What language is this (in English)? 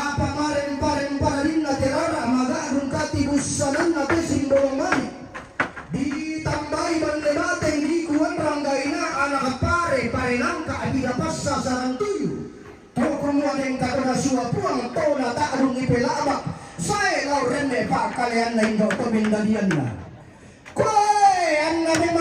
Toraja-Sa'dan